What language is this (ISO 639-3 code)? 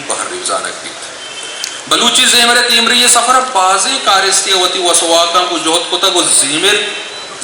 bgp